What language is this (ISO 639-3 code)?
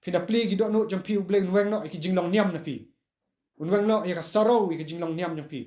kha